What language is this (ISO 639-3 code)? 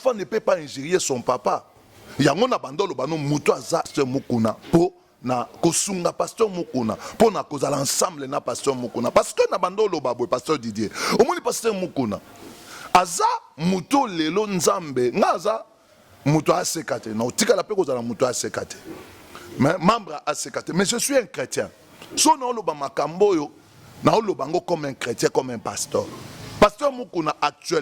lin